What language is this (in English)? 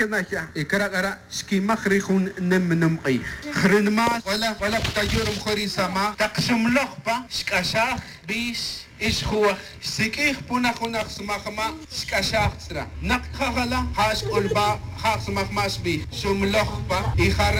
Tz'utujil